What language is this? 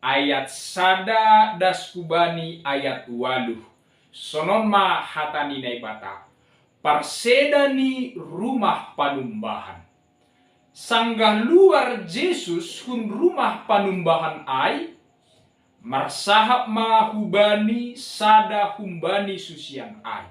Batak Simalungun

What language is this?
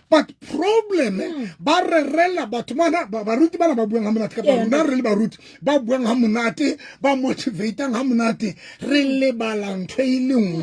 Southern Sotho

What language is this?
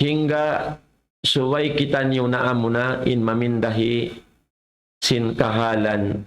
Tausug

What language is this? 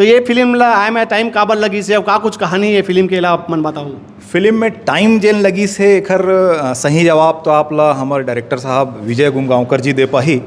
Chhattisgarhi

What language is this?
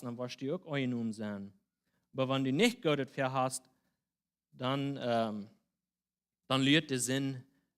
Plautdietsch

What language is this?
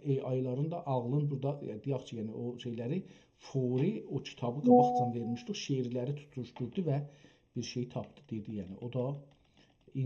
South Azerbaijani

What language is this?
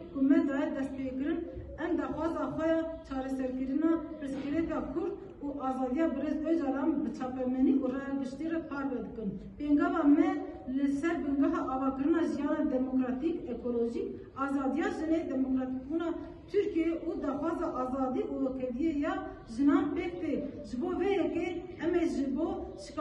Kurdish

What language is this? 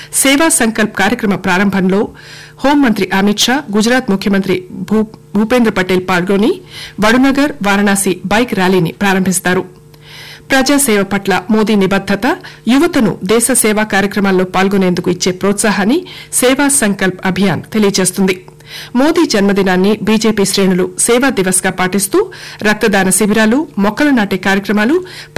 Telugu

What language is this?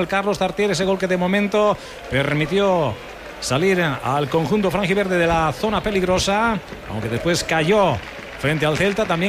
Spanish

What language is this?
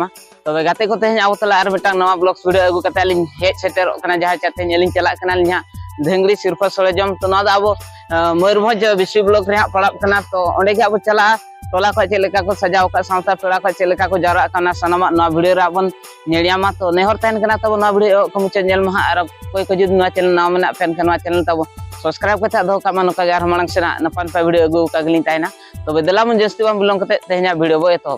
Santali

